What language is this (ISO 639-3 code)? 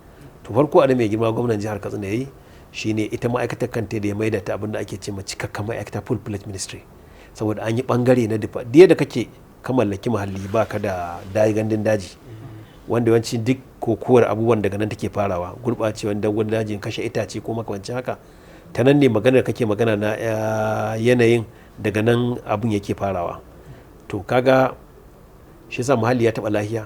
hau